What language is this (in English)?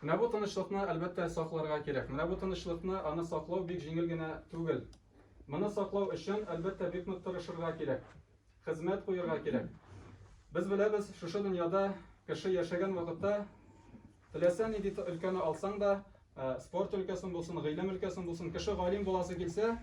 Tatar